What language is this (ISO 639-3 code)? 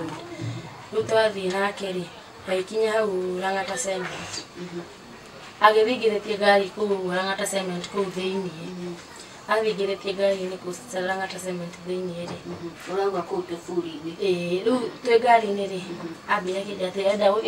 kik